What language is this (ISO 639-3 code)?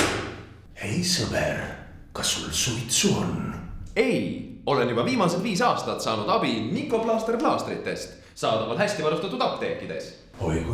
est